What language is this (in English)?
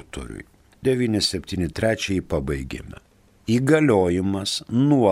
Lithuanian